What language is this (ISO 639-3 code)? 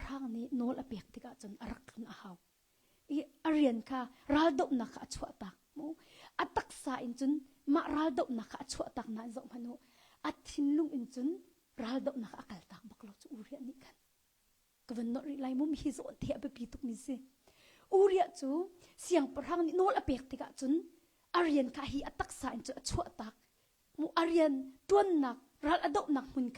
cnh